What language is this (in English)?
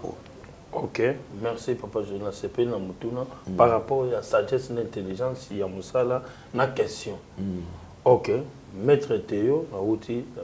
Lingala